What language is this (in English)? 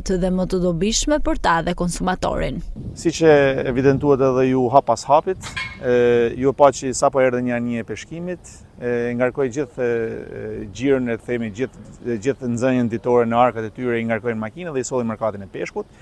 Albanian